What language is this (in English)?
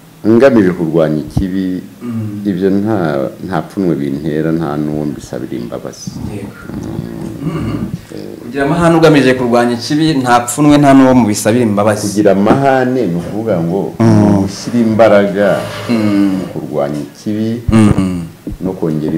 Kinyarwanda